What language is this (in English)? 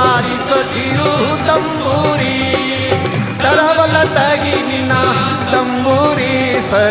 Kannada